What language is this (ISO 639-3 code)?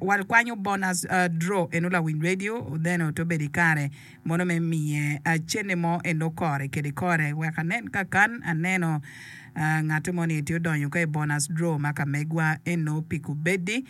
ach